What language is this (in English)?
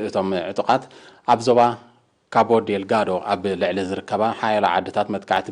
Tigrinya